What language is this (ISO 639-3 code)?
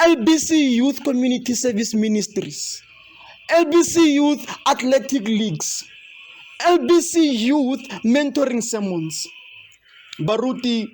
tsn